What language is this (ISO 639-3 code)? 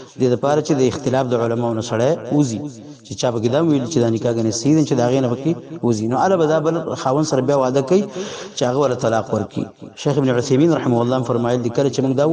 pus